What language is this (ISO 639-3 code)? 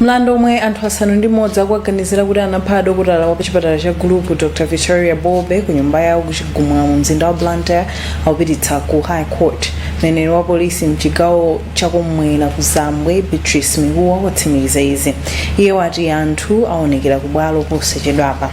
nya